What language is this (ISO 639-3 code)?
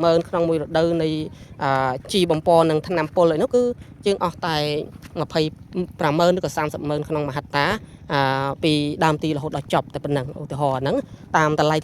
khm